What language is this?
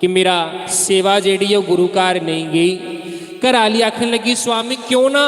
Dogri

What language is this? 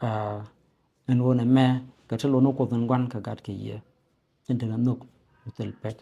Nuer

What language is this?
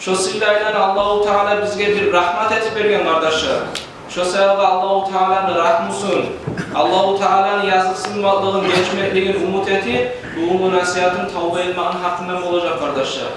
Kumyk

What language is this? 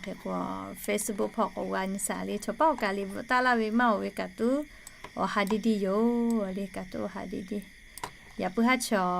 Lahu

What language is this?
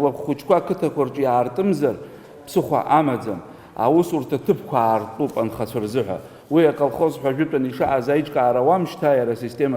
Abkhazian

